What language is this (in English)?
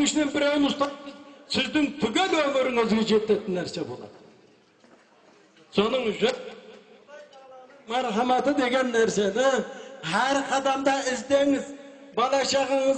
Kazakh